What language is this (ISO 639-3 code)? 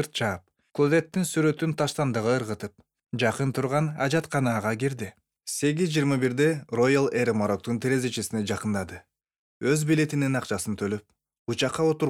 kir